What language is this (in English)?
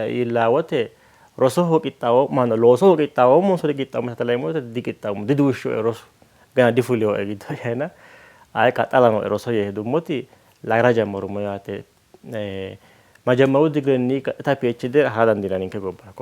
Sidamo